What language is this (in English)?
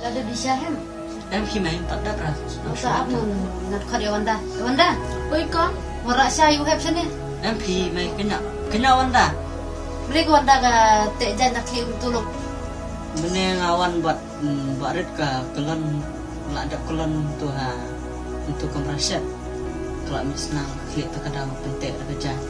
Khasi